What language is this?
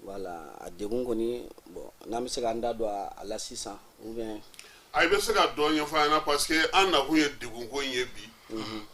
Bambara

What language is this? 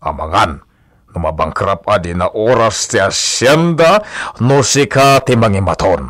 Iloko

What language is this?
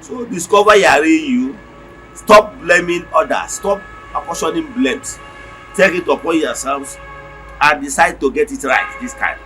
Igbo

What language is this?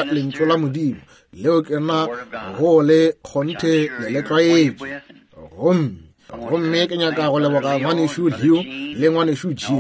Northern Sotho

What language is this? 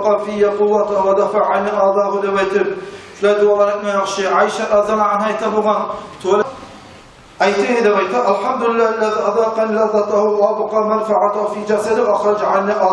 Kumyk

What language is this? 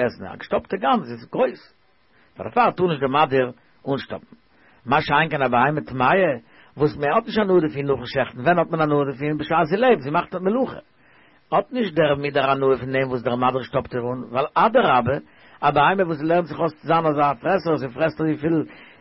Yiddish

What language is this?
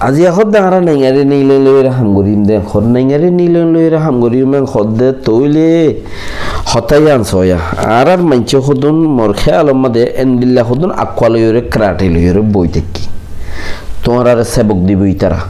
Rohingya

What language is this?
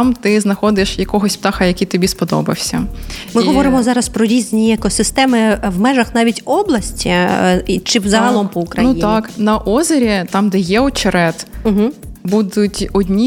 Ukrainian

